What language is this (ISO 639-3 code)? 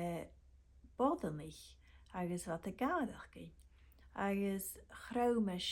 gla